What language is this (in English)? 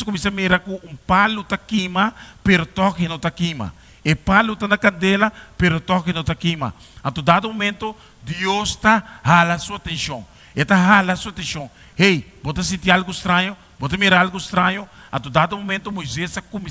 Papiamento